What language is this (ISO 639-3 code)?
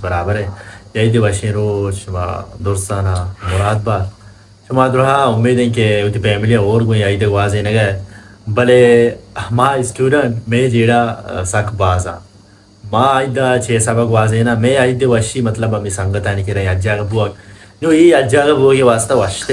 bal